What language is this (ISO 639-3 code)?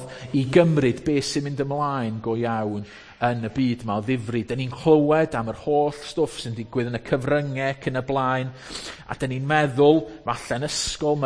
cym